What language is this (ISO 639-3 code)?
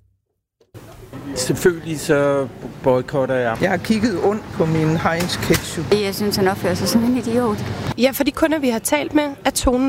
dan